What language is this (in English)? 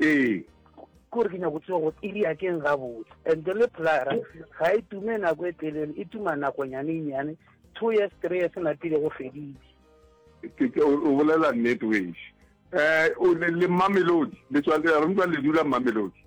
Northern Sotho